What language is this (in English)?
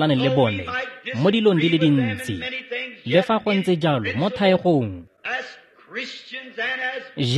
Tswana